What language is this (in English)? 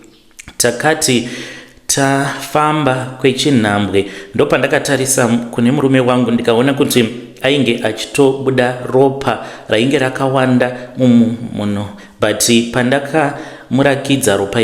Shona